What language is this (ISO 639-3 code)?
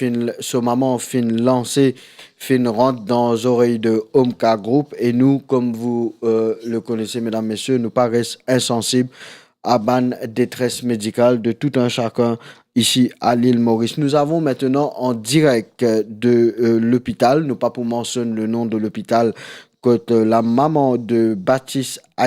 mfe